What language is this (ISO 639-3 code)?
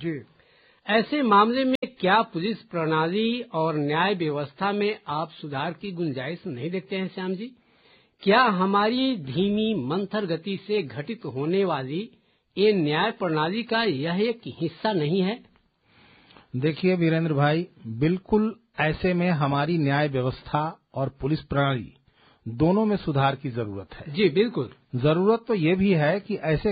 hin